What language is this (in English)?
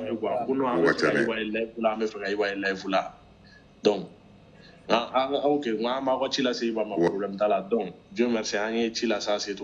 Bambara